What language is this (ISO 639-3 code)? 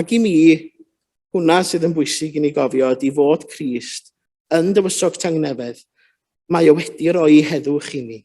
cym